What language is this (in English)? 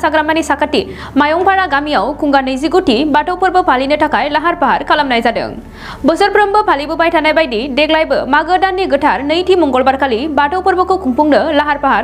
Bodo